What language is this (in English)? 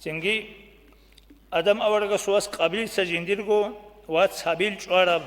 Avaric